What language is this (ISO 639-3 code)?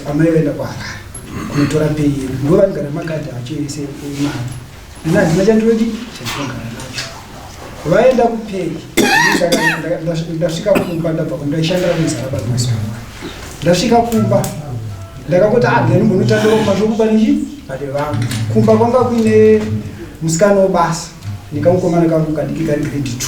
sna